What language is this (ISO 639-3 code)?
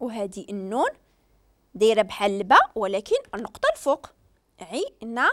ary